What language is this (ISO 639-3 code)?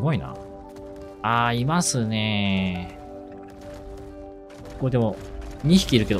jpn